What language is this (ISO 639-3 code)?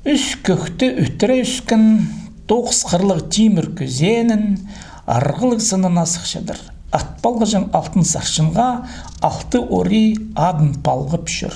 kjh